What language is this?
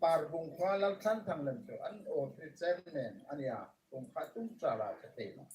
Hmar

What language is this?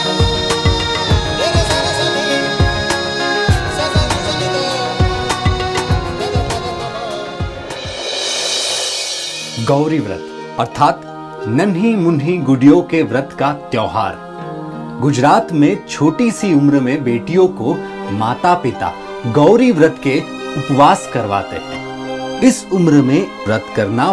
Hindi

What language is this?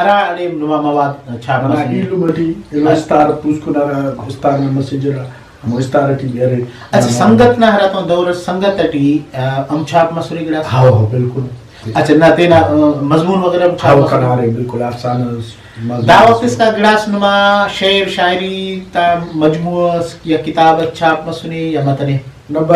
Brahui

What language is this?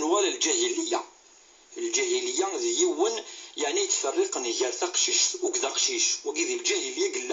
Kabyle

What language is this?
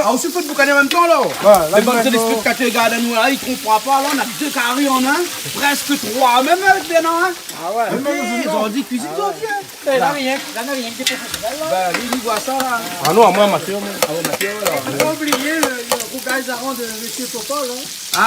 Réunion Creole French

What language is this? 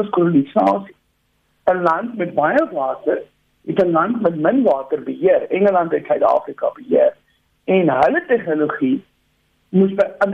Afrikaans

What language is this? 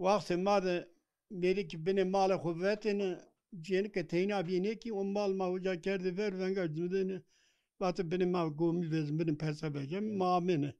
Zaza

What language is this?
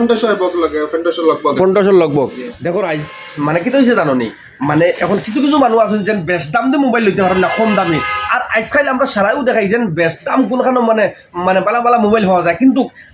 Sylheti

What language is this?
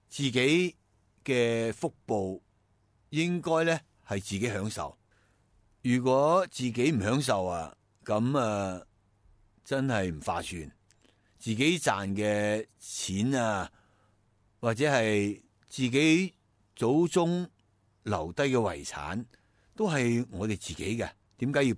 Cantonese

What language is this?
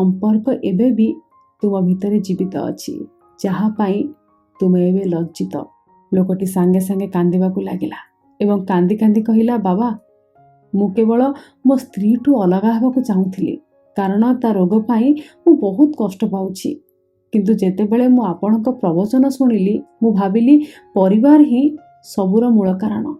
Odia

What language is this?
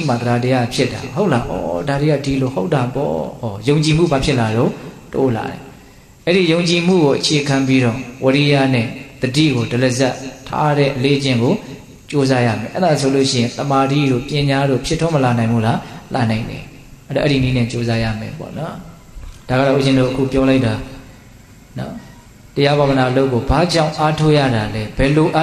Burmese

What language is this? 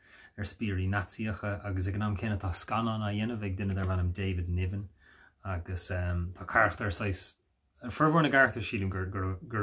Irish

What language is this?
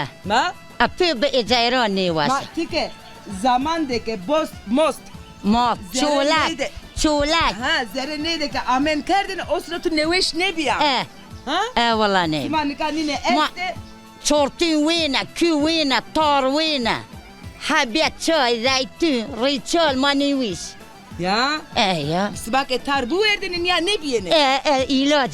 Zaza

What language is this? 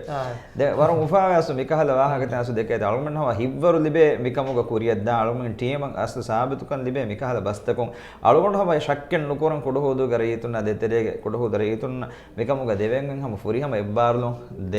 Divehi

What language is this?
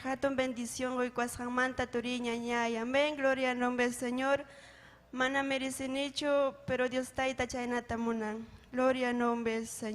Ayacucho Quechua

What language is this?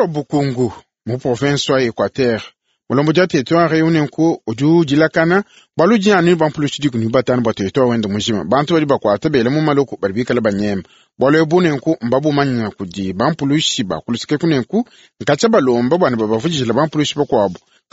Luba-Lulua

